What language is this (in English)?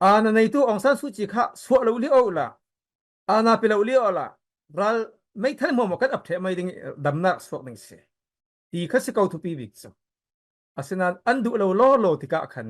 Falam Chin